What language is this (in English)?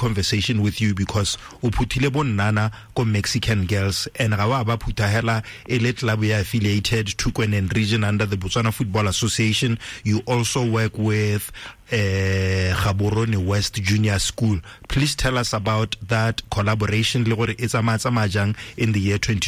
Tswana